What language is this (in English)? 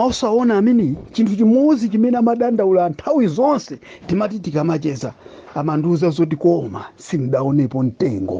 Nyanja